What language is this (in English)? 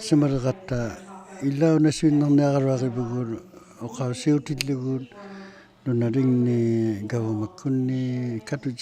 Inuktitut